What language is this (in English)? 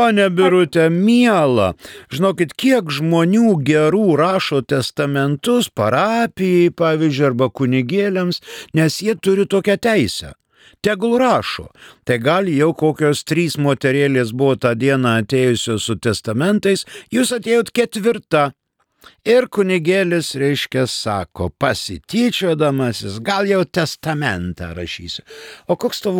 Lithuanian